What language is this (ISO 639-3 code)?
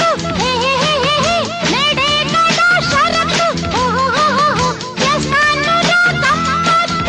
tel